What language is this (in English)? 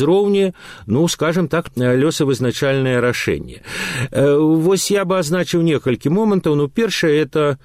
Belarusian